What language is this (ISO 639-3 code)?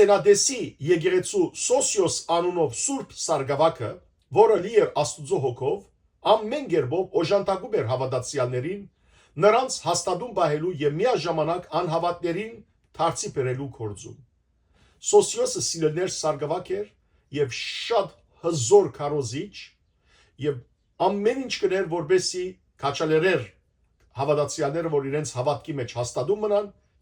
hyw